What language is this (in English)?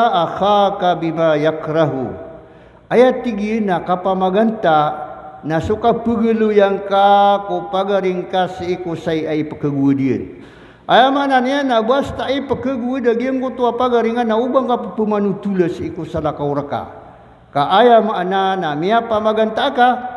Maranao